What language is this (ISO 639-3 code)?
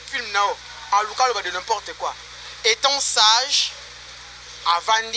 lin